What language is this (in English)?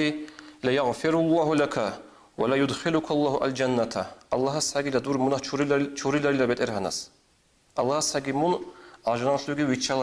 Avaric